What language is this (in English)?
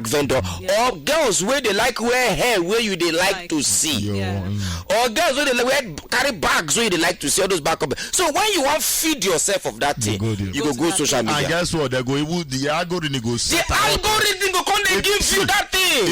Nigerian Pidgin